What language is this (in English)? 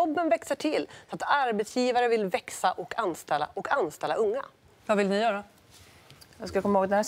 Swedish